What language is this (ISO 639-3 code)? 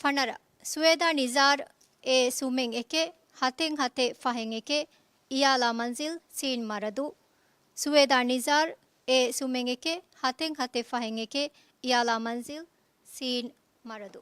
div